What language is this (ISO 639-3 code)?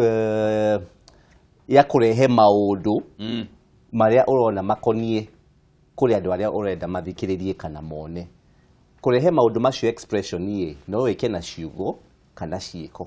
kik